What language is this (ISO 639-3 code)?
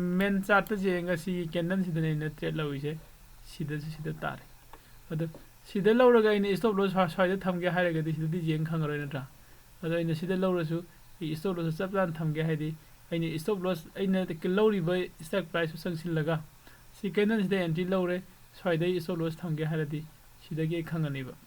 mni